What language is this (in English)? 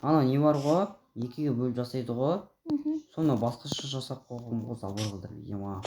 Kazakh